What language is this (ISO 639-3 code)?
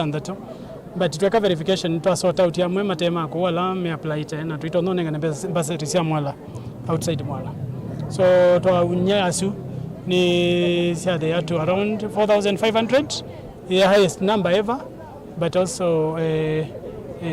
kam